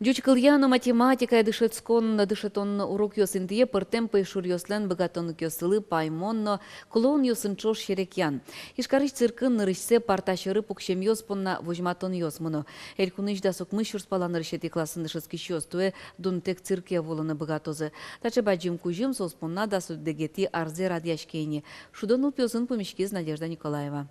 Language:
Udmurt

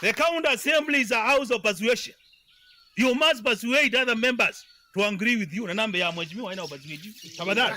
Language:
Kamba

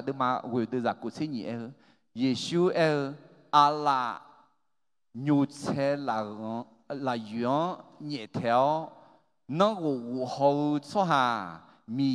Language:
Akha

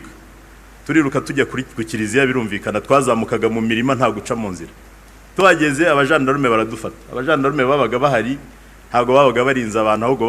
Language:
Kinyarwanda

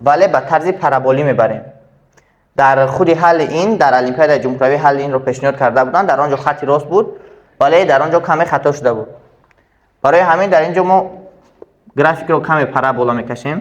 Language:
Tajik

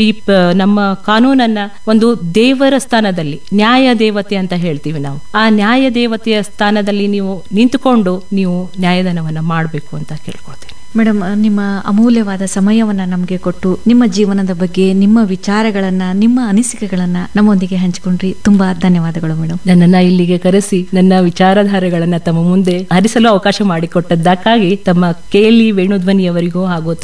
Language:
Kannada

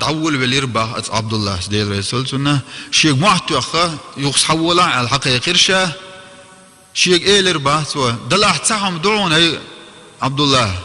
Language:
Chechen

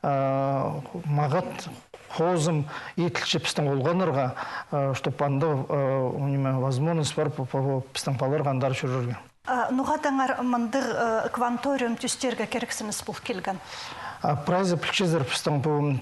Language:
Khakas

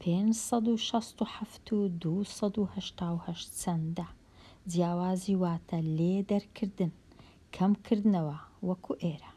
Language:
Central Kurdish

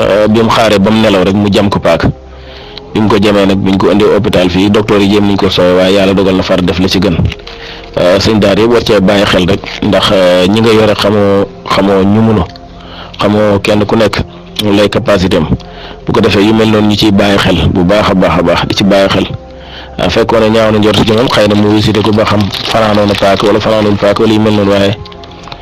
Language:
Wolof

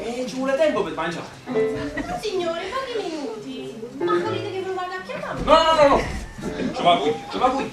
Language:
Neapolitan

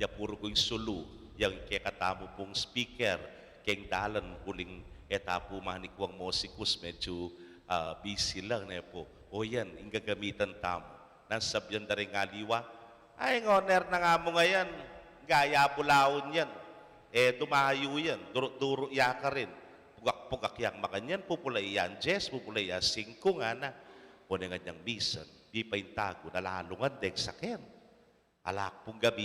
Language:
Pampanga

